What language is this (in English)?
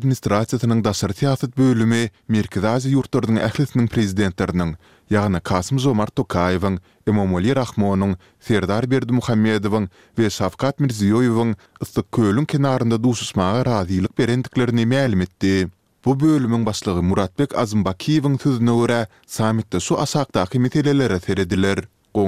Turkmen